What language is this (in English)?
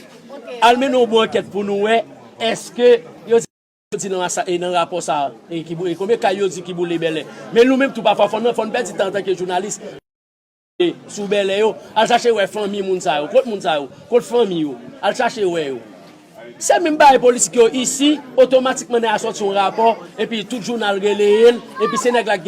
Haitian Creole